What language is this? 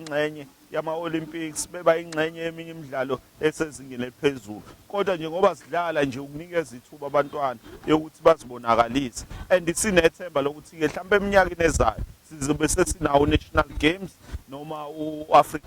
Zulu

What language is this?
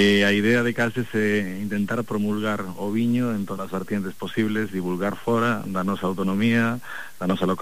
Galician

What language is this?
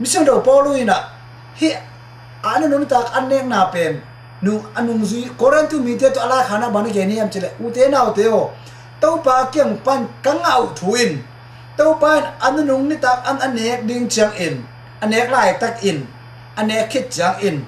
Tedim Chin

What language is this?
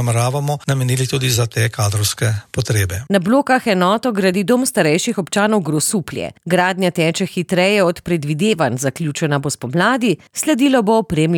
Slovenian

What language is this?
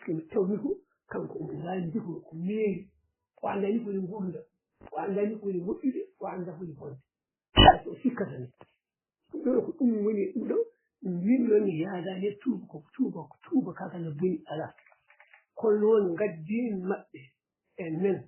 Fula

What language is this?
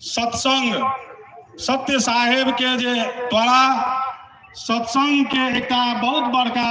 Maithili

